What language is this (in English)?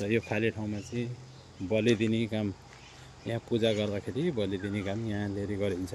Nepali